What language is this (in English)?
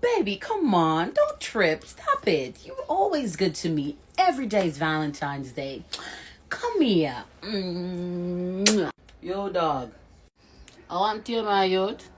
Jamaican Creole English